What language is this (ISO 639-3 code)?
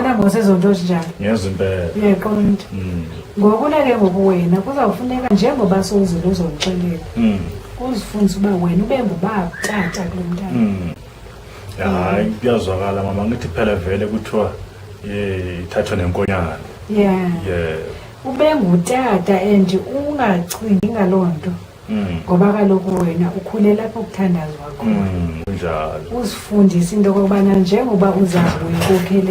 zul